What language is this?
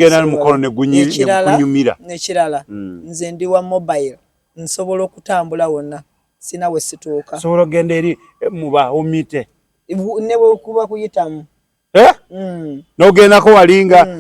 Ganda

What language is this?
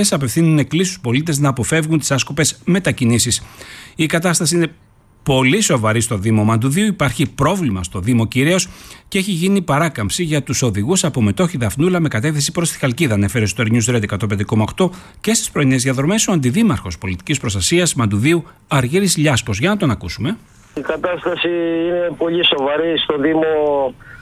Greek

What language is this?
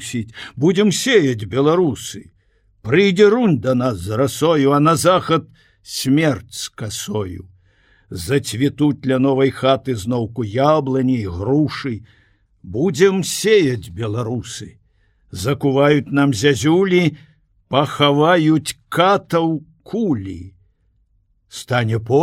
Belarusian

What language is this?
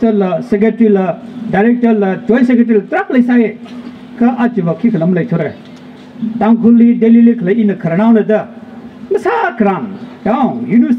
Tangkhul Naga (India)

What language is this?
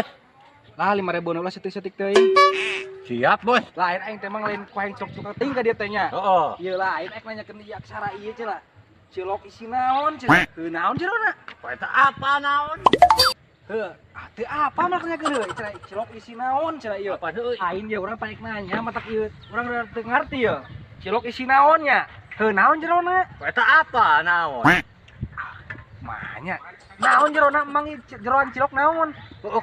Sundanese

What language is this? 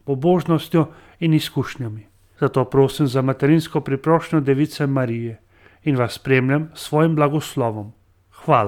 Slovenian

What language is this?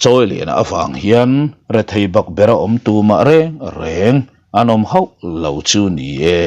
Mizo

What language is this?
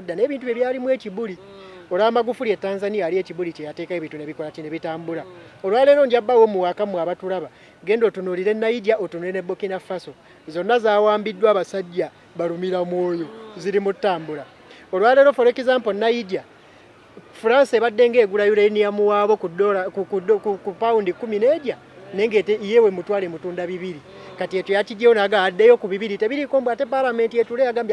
Ganda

